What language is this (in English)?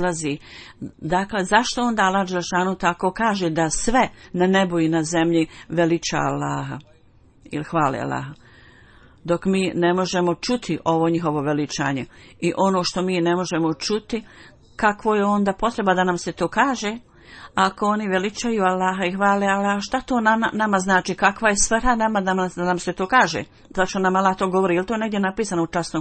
Bosnian